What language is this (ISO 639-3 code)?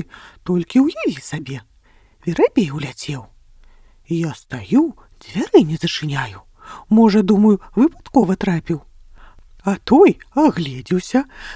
bel